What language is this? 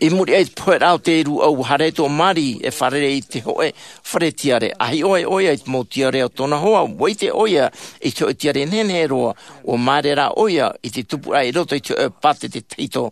Tahitian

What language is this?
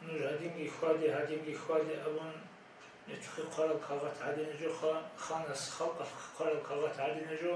Avaric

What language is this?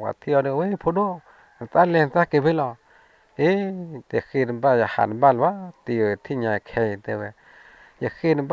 S'gaw Karen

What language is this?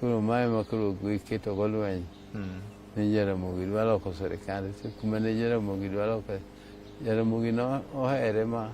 Luo (Kenya and Tanzania)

